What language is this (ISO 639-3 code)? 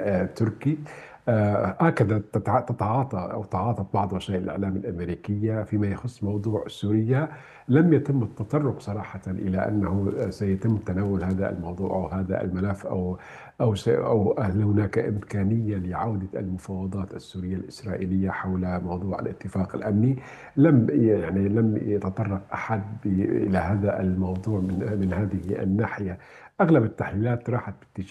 ara